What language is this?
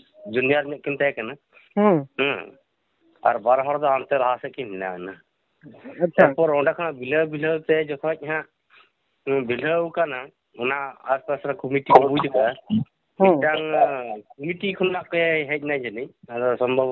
Santali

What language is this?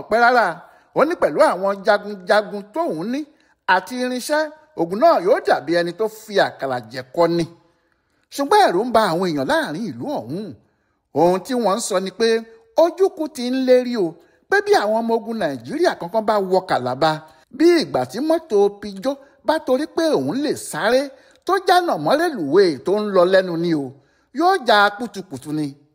Yoruba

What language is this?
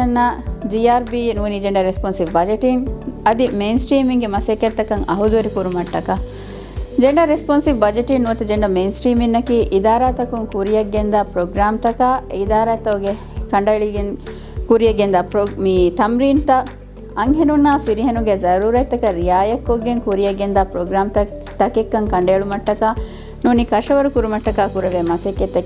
Divehi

